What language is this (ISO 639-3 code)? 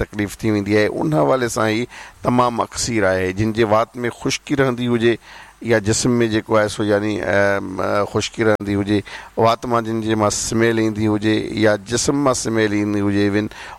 snd